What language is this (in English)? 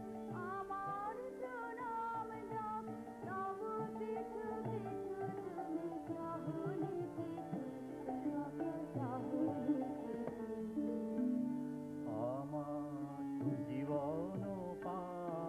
Bangla